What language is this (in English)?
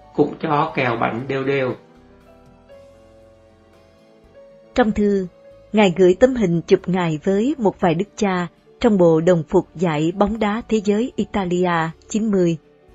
Vietnamese